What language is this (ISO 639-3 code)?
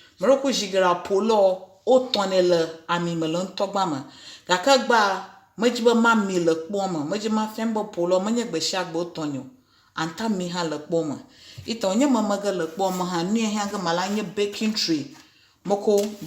ewe